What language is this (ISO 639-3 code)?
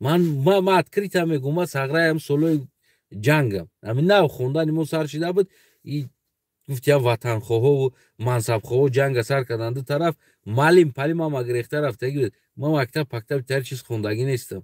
tgk